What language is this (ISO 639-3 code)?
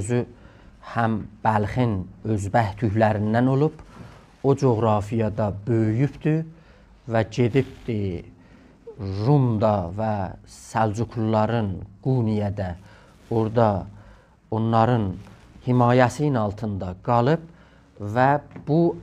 azb